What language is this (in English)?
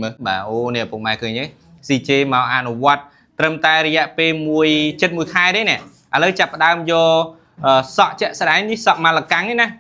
Khmer